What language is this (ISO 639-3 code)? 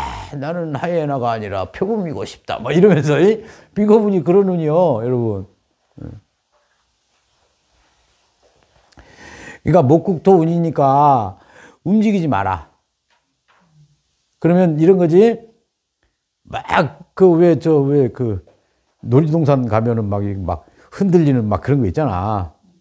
kor